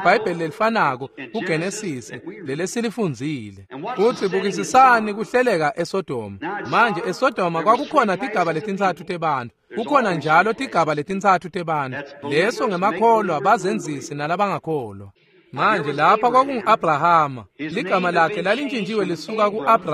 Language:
Swati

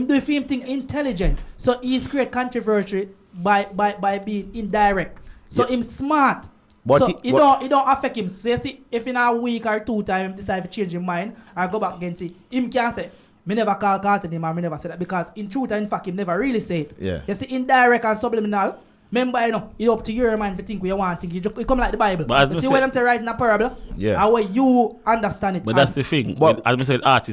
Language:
Jamaican Creole English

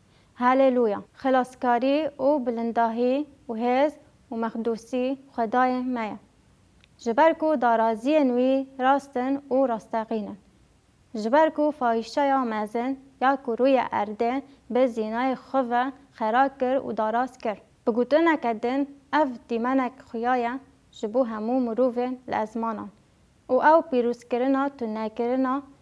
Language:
Kurdish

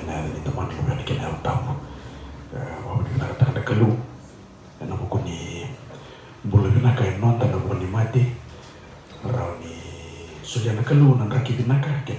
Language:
Fijian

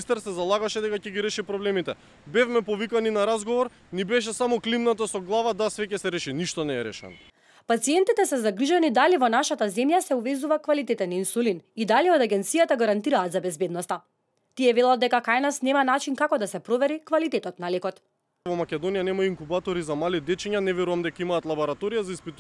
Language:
Macedonian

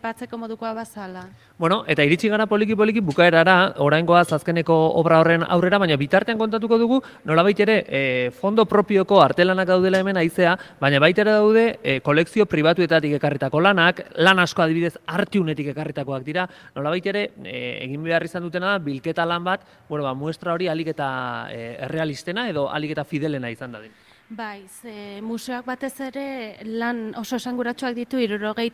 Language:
Basque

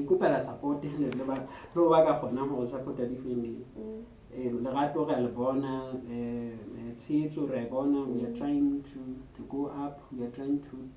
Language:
Southern Sotho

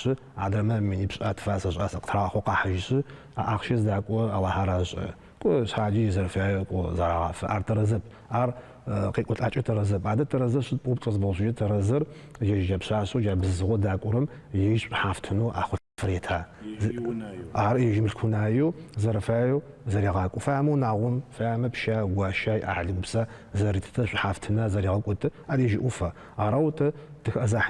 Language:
Adyghe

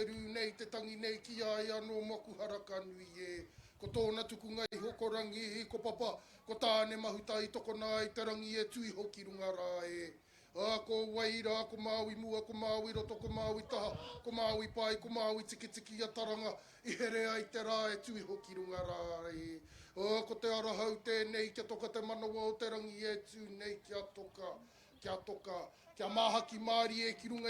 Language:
Māori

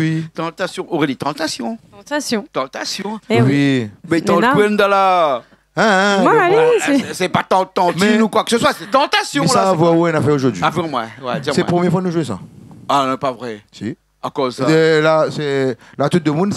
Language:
Réunion Creole French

